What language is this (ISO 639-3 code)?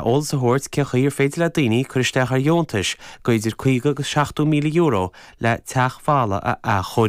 gle